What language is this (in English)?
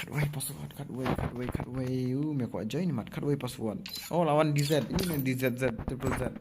Khasi